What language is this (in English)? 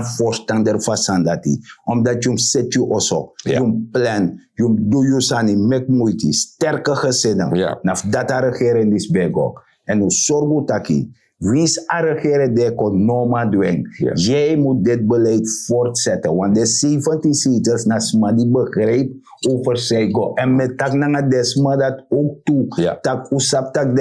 Sranan Tongo